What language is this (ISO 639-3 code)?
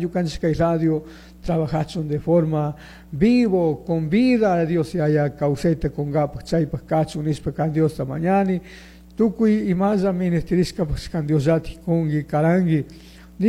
qug